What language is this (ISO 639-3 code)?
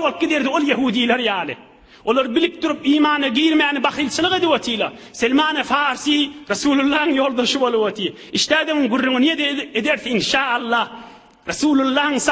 tuk